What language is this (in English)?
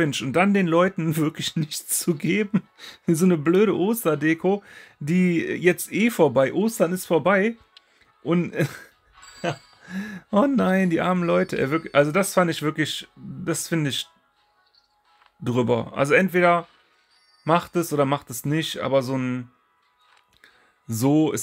German